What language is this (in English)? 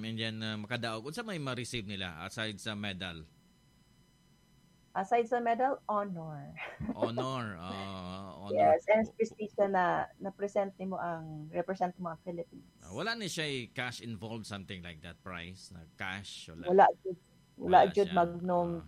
Cebuano